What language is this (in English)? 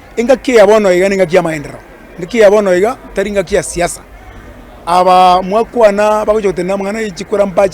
Gusii